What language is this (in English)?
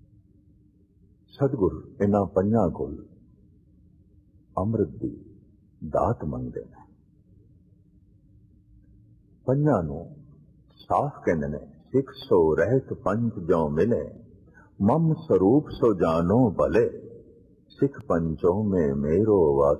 Punjabi